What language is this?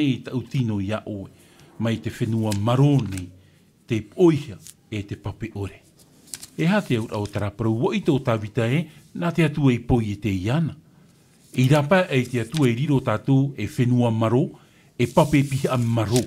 Tahitian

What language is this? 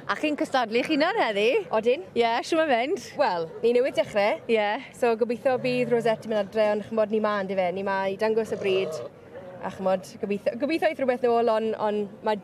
Welsh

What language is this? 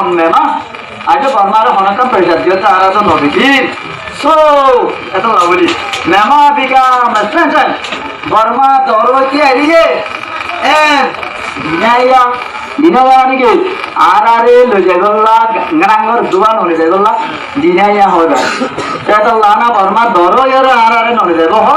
Rohingya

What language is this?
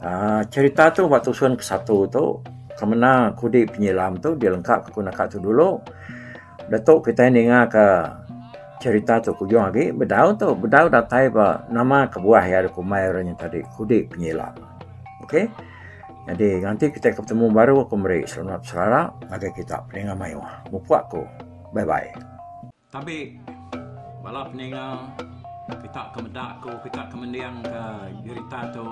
Iban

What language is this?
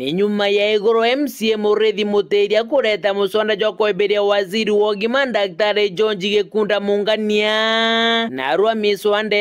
Meru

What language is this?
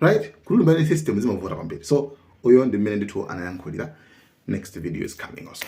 Nyanja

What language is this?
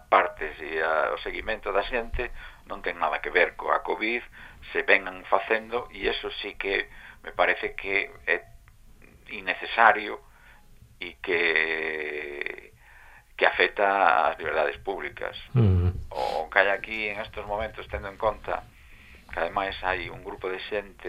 Galician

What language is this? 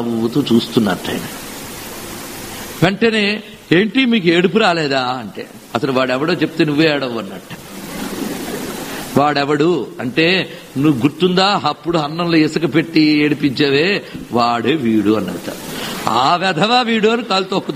Telugu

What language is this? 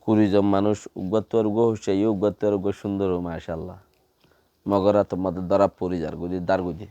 Rohingya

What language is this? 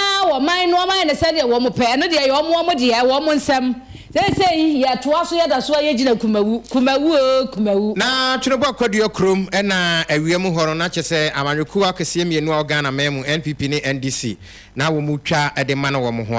Akan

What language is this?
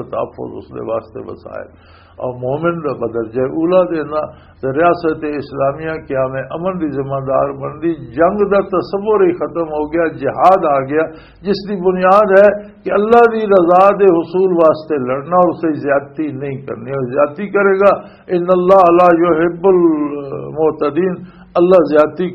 Western Panjabi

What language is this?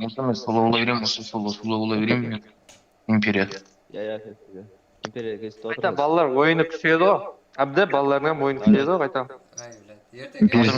Kara-Kalpak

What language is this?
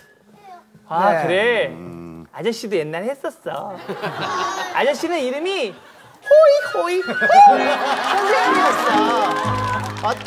Korean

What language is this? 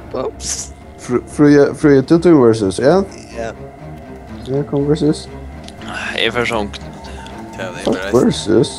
Faroese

